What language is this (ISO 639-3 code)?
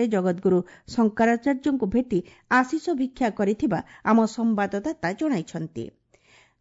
ori